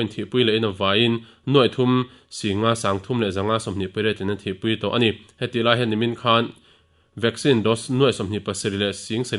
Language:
Mizo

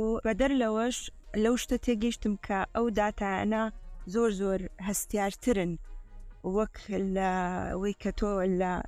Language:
Central Kurdish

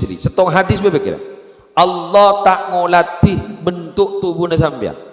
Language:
Madurese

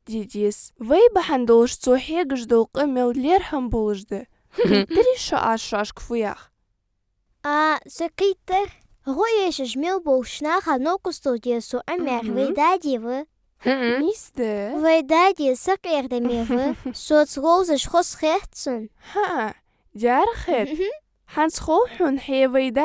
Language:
Ingush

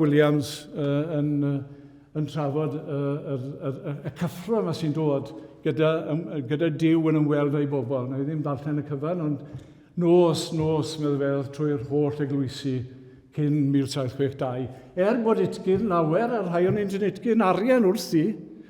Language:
Welsh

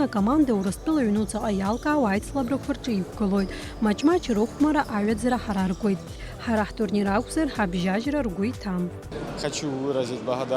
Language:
Abkhazian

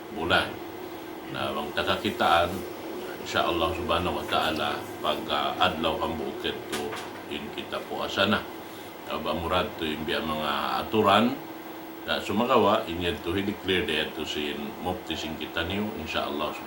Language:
Tausug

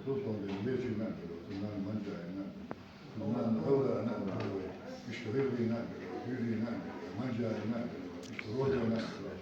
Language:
Chechen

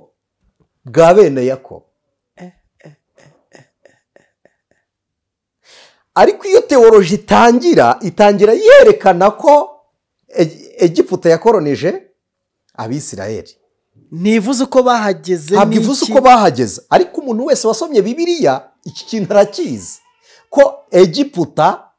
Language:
Kinyarwanda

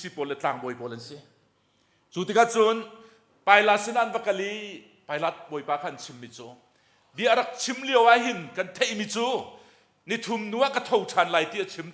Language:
Hakha Chin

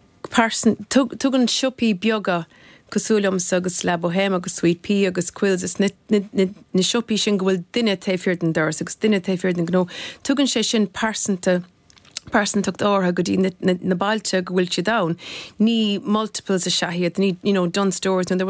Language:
Irish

